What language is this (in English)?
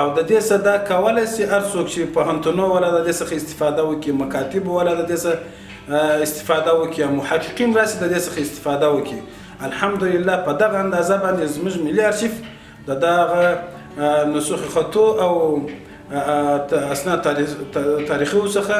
Pashto